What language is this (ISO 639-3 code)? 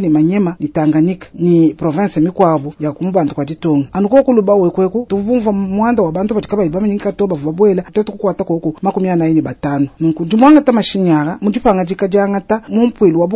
lua